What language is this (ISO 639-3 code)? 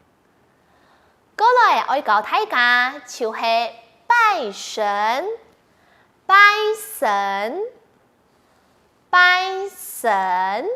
hak